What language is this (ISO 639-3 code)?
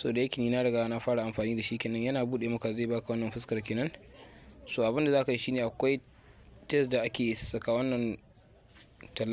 hau